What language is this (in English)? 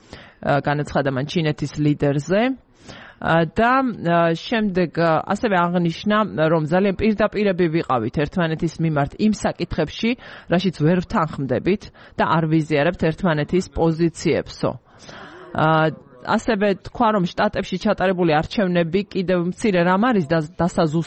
Georgian